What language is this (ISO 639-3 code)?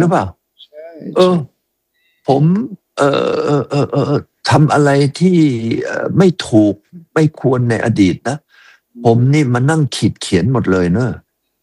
tha